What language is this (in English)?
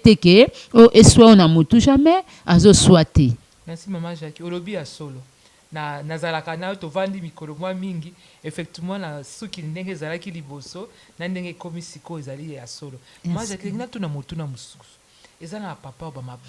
Lingala